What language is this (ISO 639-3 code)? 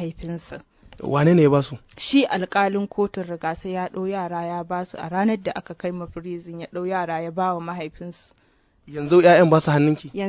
hau